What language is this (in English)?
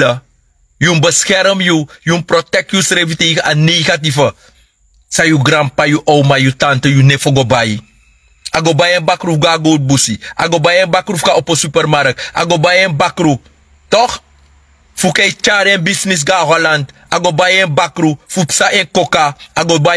Sranan Tongo